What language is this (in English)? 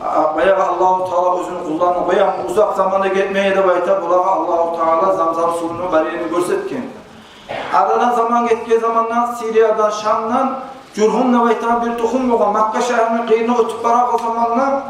Kumyk